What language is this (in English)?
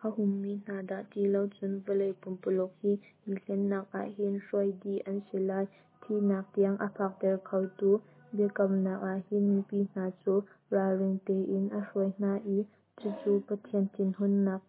Hakha Chin